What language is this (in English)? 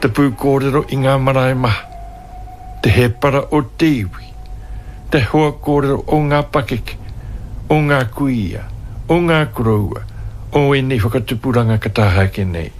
Māori